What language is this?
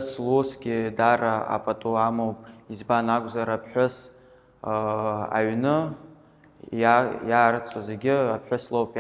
Abkhazian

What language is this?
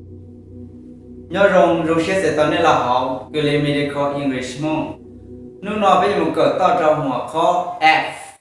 Hmong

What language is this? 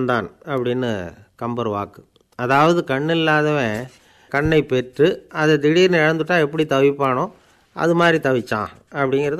Tamil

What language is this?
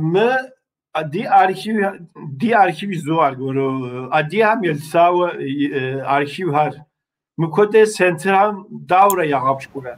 Kabardian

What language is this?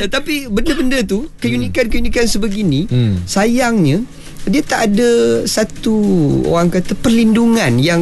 Malay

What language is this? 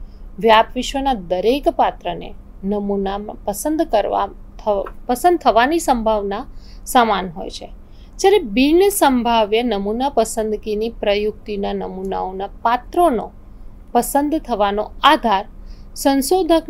Gujarati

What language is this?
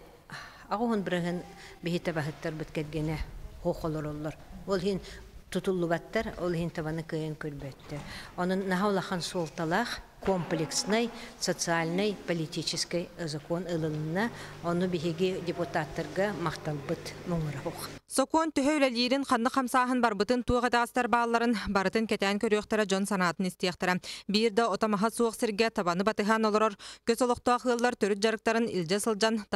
Yakut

